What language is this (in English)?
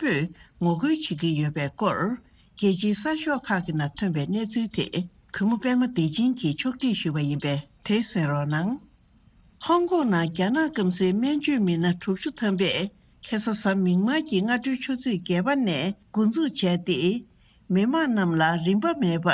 Tibetan